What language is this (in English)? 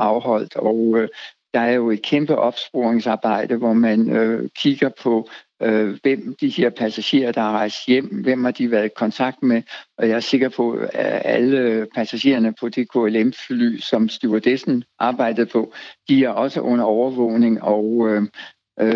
Danish